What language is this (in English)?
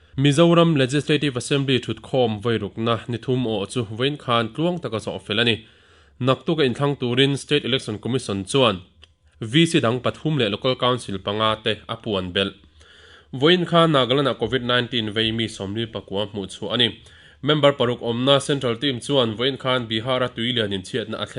Mizo